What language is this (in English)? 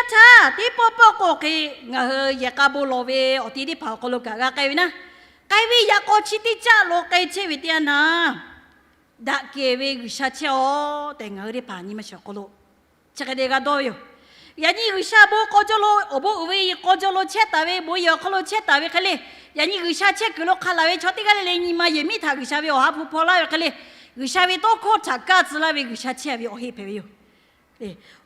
Lahu